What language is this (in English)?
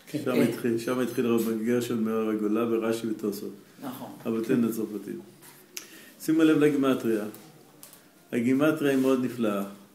Hebrew